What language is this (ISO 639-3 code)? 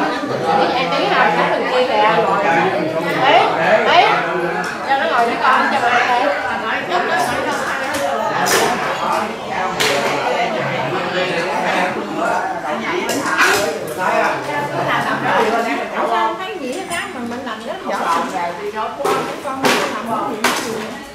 vie